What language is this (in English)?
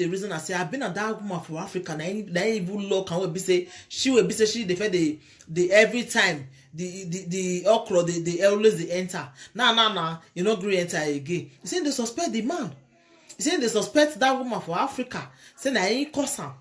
Nigerian Pidgin